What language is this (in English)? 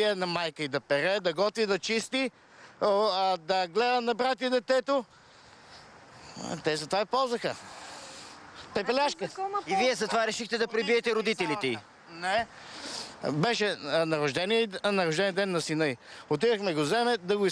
Bulgarian